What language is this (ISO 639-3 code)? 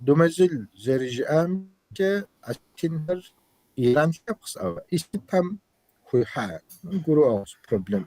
kbd